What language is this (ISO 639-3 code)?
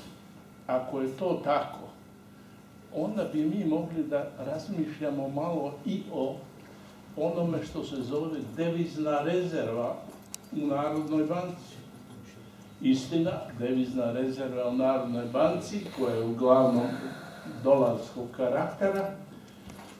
hrv